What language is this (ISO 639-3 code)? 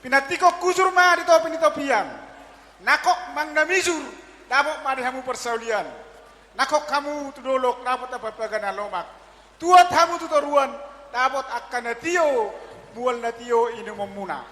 bbc